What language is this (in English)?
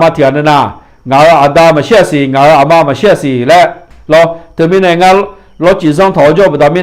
Akha